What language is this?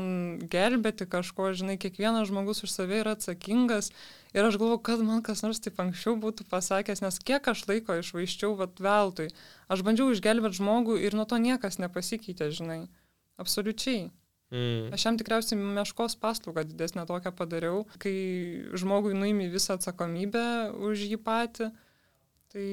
Lithuanian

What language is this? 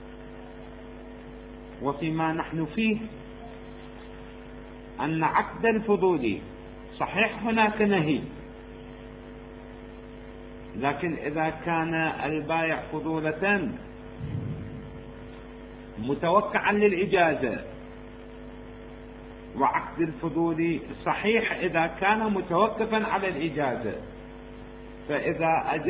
Arabic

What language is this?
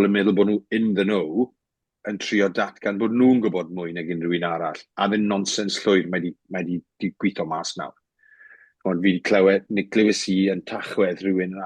Welsh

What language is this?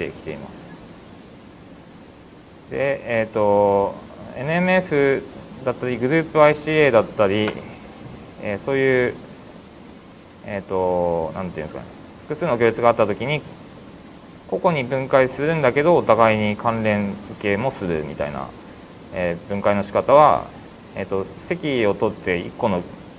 Japanese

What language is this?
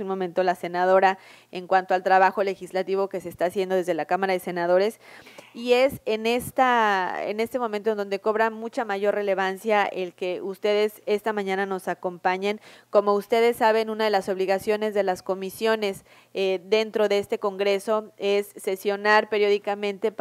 Spanish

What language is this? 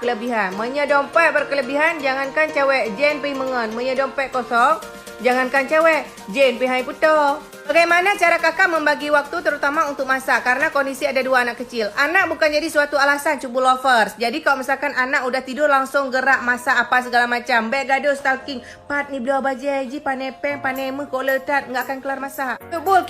Achinese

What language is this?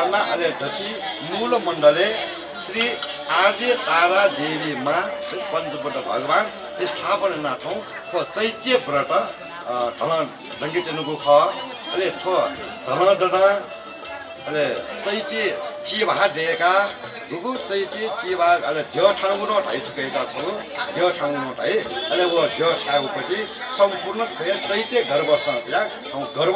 Newari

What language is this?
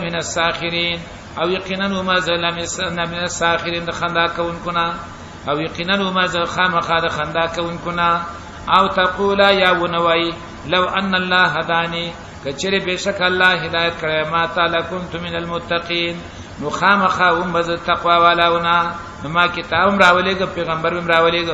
Pashto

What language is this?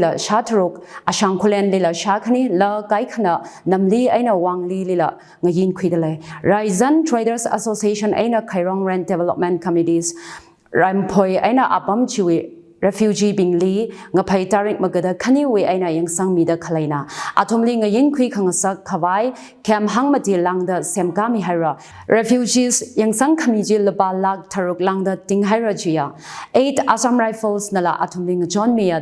Tangkhul Naga (India)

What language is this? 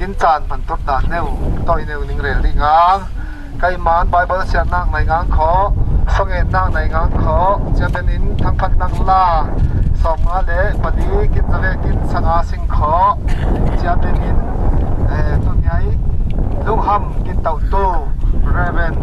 Falam Chin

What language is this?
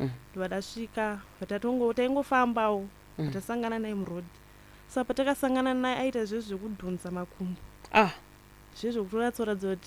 Shona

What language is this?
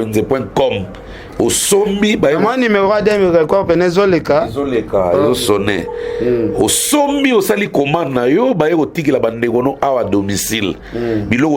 Lingala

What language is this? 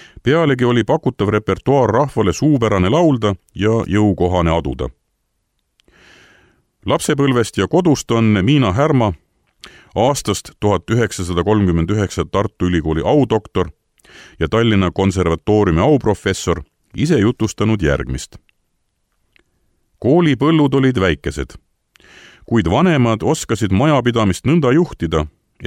Estonian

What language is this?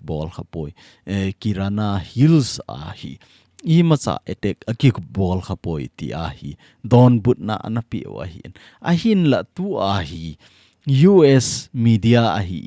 Thado Chin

